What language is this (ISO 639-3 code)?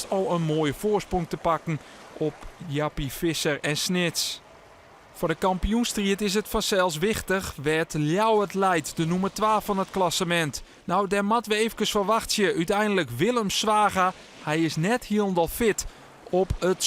fry